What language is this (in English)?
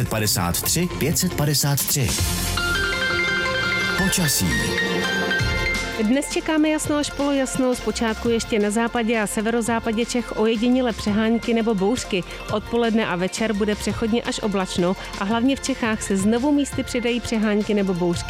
Czech